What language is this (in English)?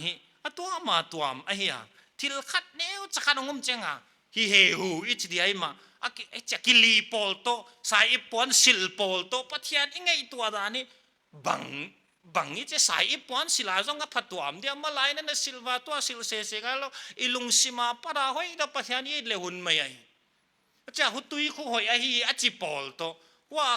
Paite Chin